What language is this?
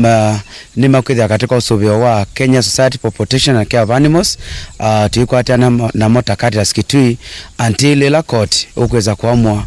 Kamba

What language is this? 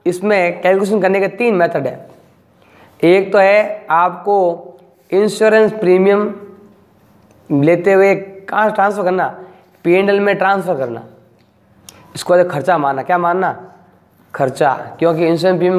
Hindi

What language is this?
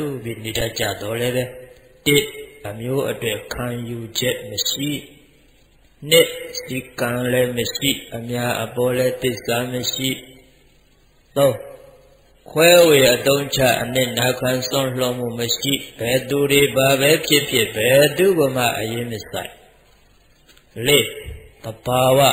Burmese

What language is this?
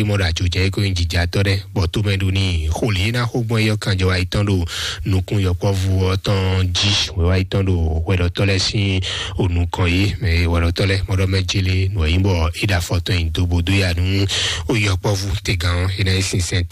Fon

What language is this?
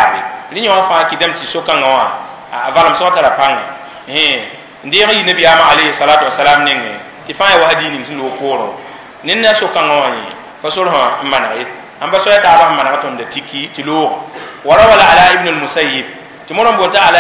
Mossi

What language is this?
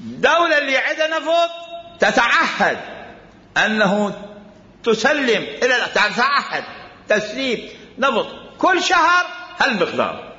Mesopotamian Arabic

